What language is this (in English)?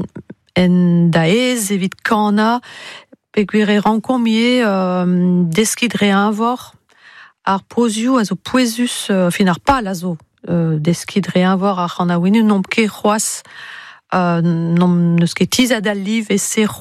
Breton